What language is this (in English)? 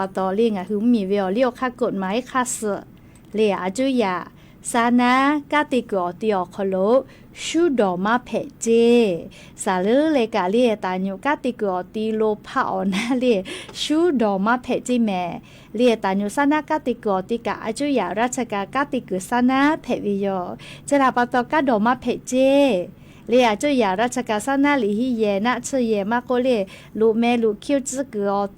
Lahu